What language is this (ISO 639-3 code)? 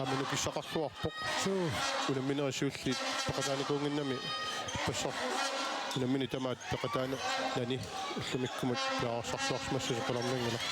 kal